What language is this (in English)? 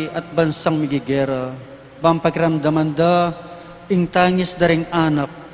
Pampanga